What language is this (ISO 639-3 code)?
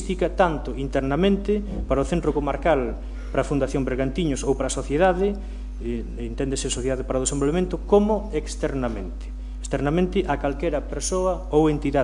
glg